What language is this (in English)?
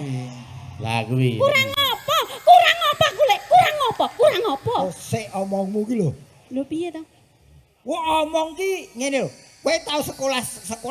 Javanese